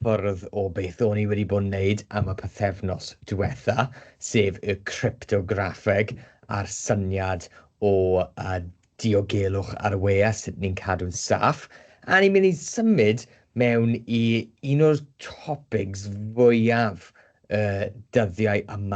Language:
Welsh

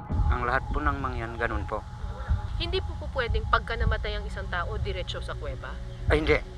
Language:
Filipino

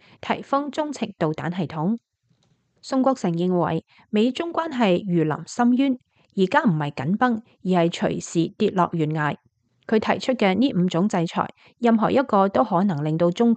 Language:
Cantonese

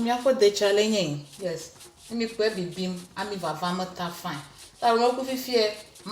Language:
Ewe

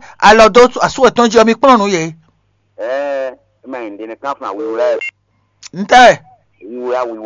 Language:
Fon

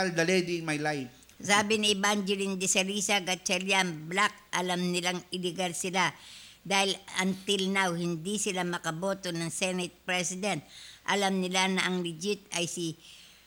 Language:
Filipino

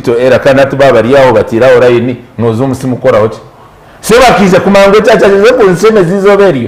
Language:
Nyankole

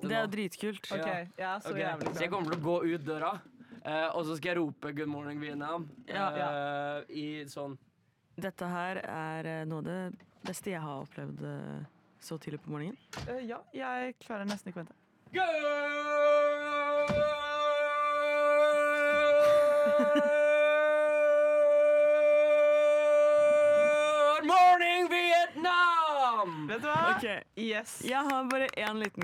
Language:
Norwegian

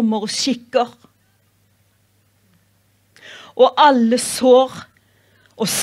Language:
Norwegian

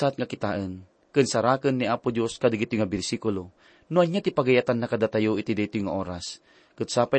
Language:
Iloko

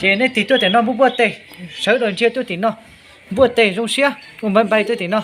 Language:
Hmong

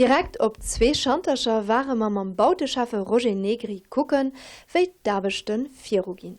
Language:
Luxembourgish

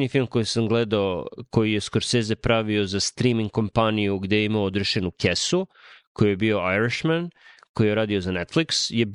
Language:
Serbian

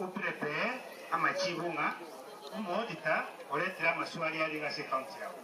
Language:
Gusii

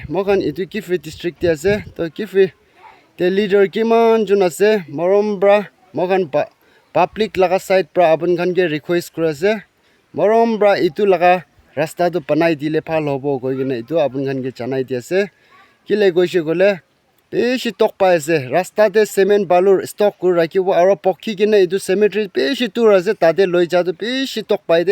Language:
Naga Pidgin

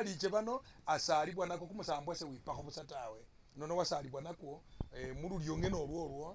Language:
Masaaba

